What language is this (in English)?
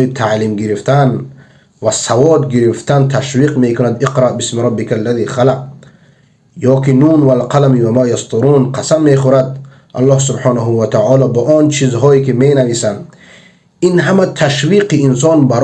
Persian